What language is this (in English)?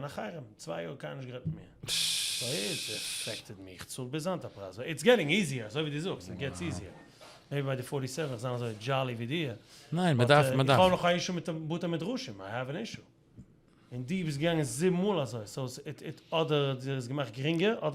Yiddish